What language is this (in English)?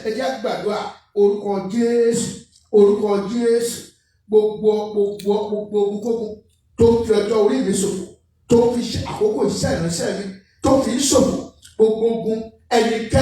Yoruba